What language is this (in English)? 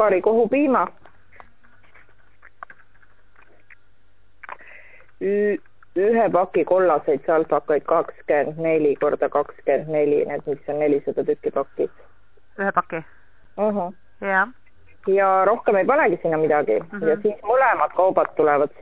Estonian